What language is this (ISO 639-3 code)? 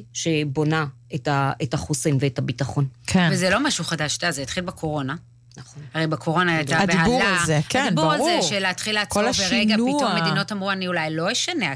heb